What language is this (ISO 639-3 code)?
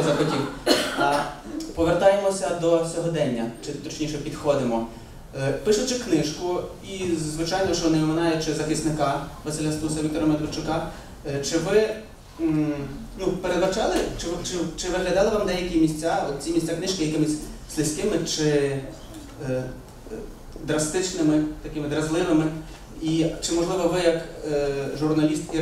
ukr